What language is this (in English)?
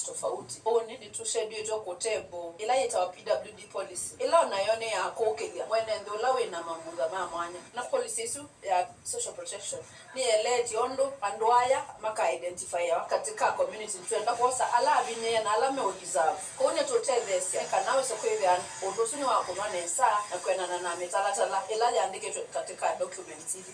Kamba